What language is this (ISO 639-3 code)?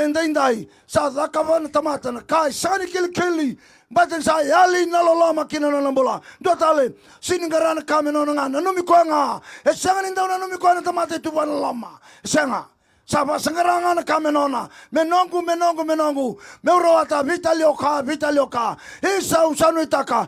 fij